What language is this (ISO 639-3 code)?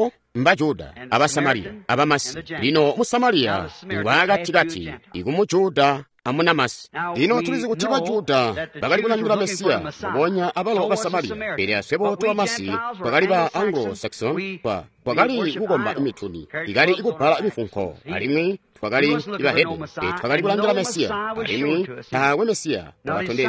toi